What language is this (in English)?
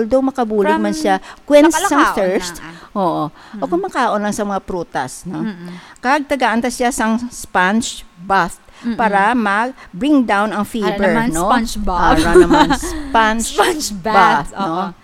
Hiligaynon